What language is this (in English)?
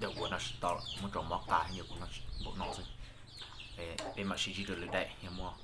Hmong